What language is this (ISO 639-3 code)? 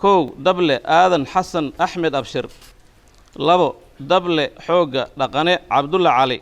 som